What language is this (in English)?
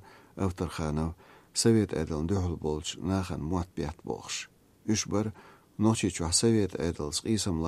Chechen